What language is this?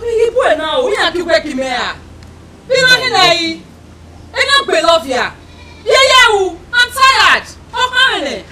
Bini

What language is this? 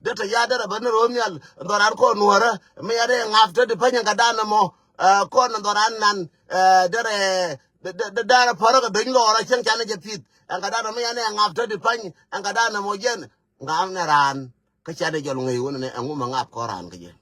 Nuer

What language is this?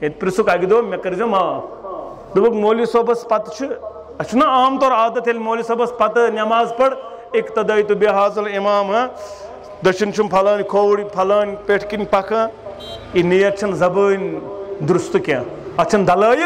Kashmiri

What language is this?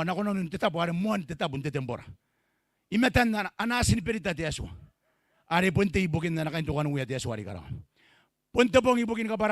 Gilbertese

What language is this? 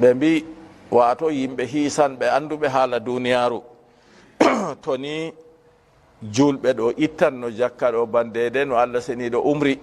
Fula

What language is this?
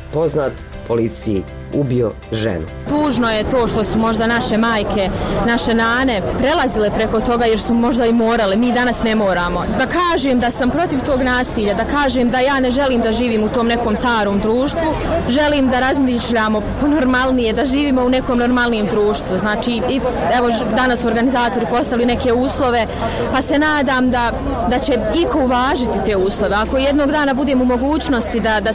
Bosnian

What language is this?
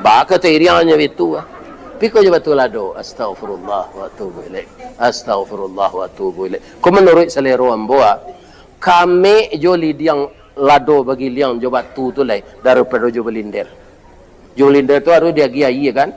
Minangkabau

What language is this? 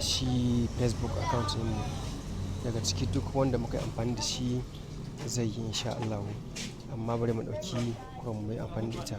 Hausa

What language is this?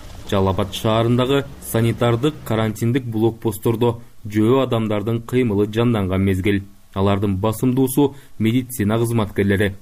Kyrgyz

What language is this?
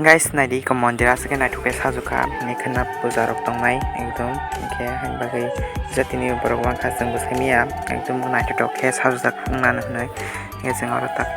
Kok Borok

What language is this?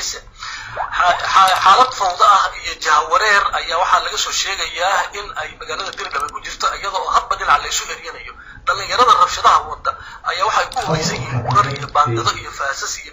Somali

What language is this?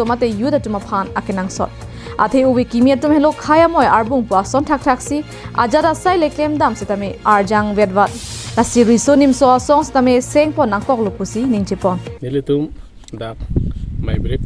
Karbi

